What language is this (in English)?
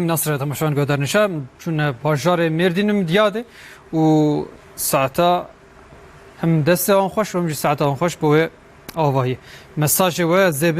Kurdish